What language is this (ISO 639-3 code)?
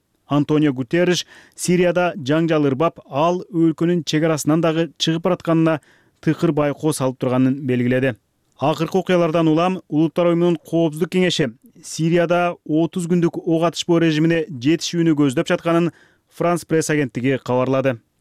kir